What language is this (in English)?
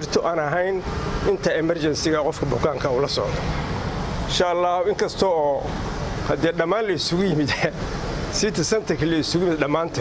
Somali